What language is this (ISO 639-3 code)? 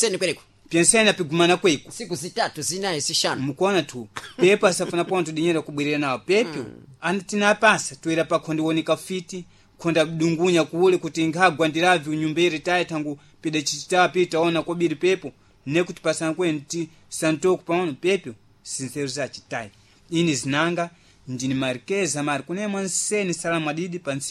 seh